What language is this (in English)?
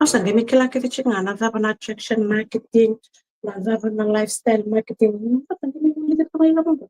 Fijian